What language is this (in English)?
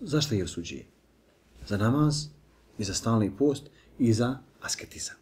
Bosnian